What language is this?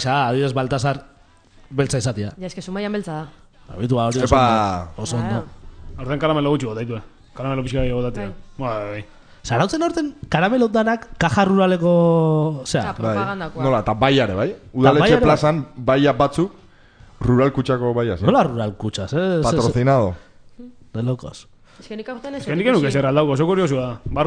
Basque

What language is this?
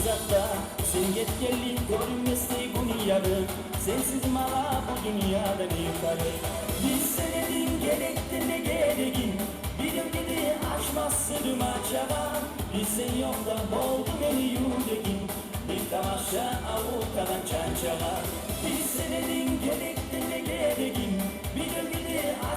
Kumyk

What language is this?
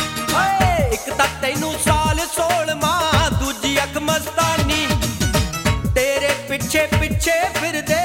Punjabi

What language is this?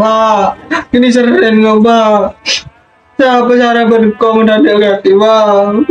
Madurese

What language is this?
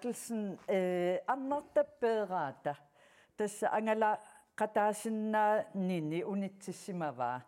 Kalaallisut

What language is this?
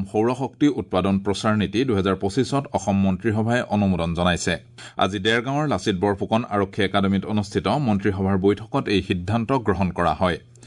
Assamese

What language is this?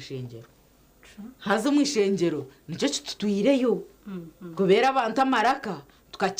Nyankole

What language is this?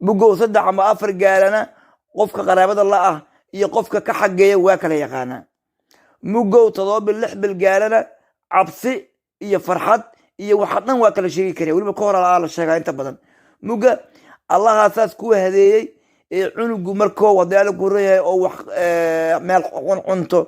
Somali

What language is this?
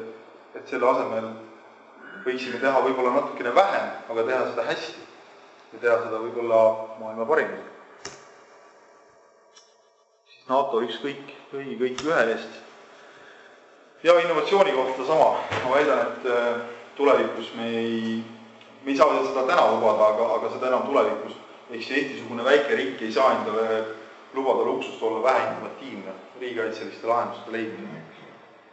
Estonian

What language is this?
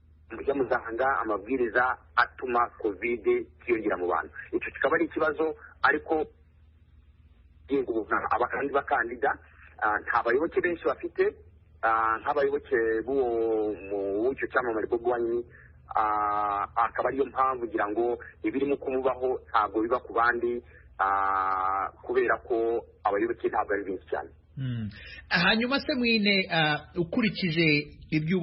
Kinyarwanda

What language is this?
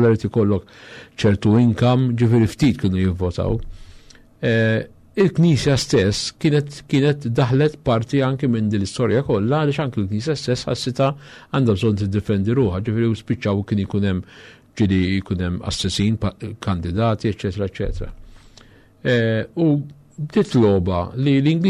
Maltese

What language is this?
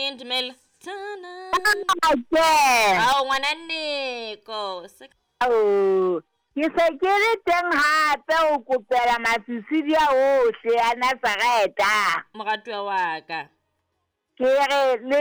Southern Sotho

